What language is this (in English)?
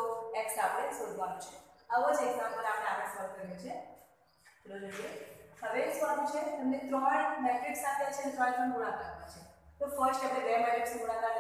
Gujarati